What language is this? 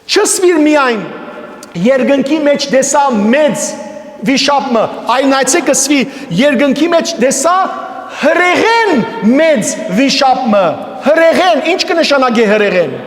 Western Armenian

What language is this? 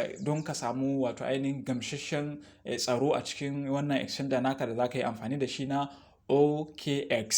Hausa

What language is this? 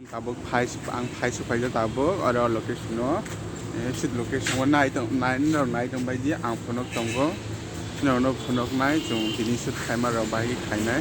Kok Borok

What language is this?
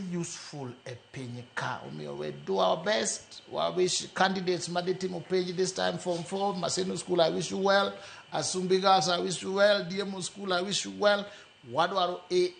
Luo (Kenya and Tanzania)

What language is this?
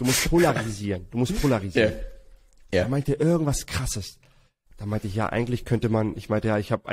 German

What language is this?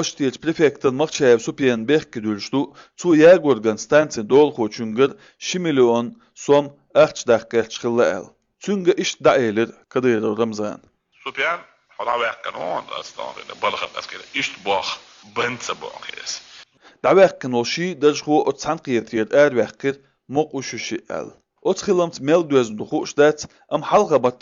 Chechen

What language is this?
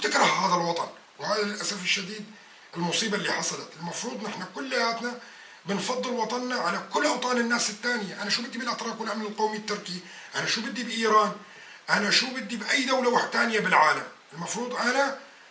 North Levantine Arabic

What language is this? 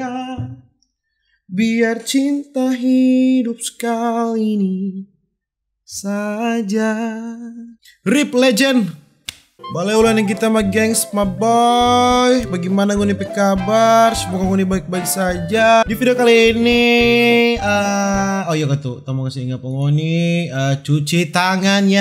Manado Malay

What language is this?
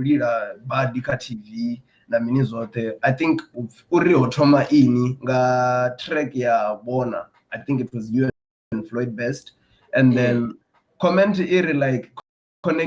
Venda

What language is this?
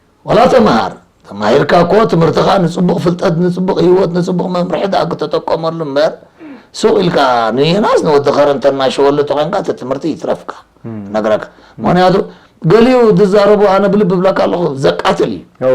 Tigrinya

